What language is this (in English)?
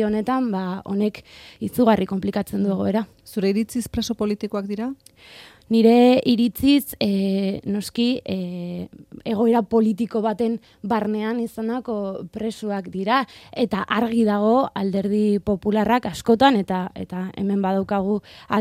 Basque